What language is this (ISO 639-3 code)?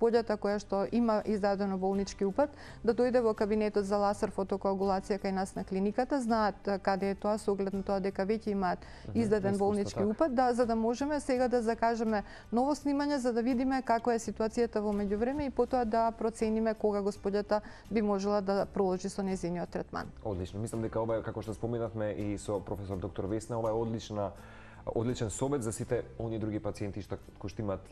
mkd